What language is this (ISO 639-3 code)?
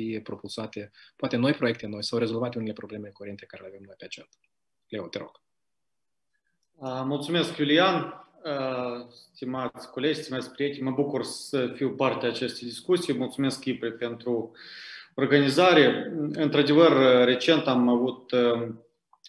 ron